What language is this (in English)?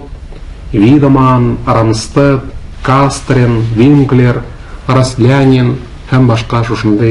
Tatar